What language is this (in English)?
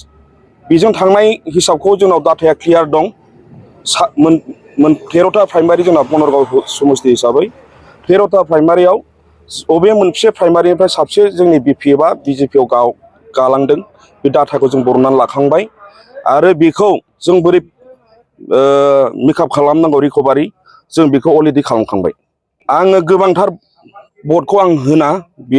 Bodo